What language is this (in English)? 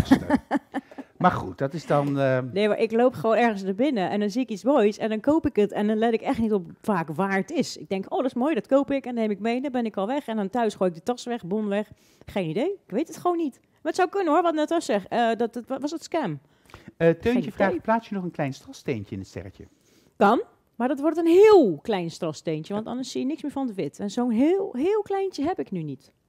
Dutch